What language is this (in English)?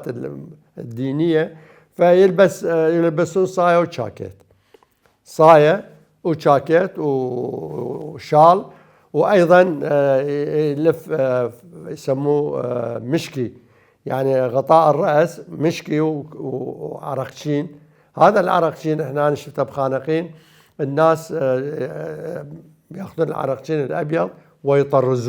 Mesopotamian Arabic